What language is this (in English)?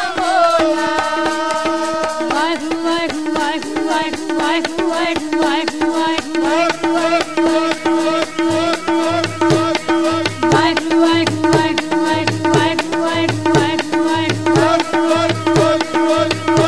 Punjabi